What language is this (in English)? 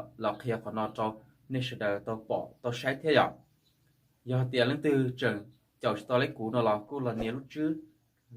Hmong